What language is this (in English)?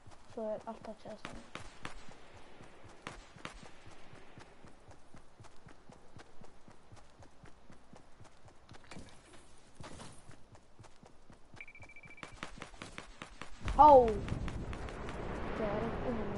Icelandic